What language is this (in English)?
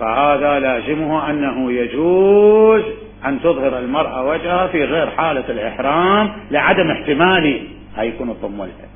Mesopotamian Arabic